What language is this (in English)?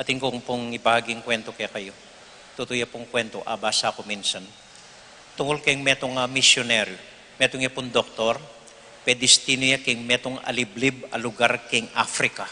Pampanga